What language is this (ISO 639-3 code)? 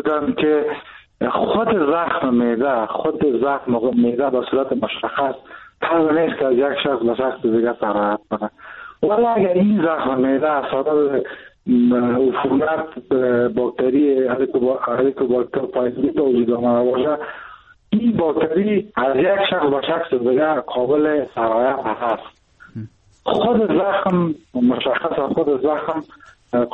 fas